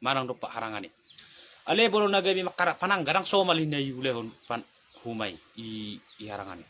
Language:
Batak Toba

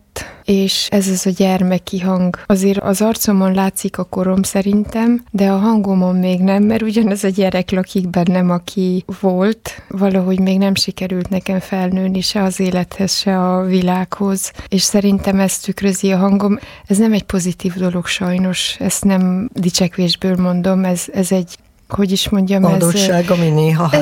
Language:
Hungarian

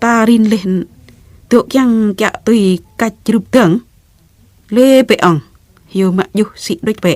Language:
Jarai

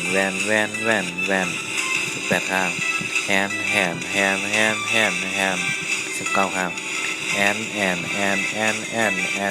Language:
Shan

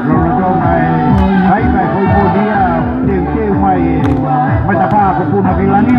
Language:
Tongan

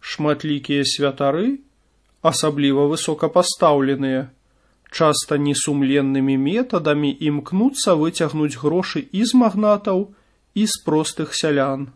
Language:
Belarusian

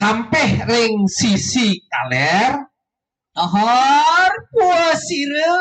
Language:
Balinese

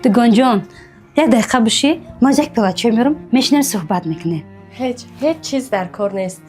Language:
Tajik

